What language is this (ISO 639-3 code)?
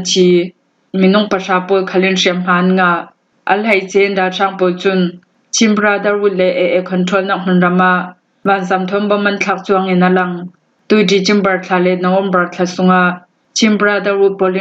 cnh